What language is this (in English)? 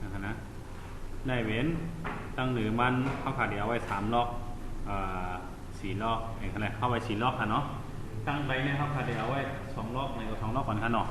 Shan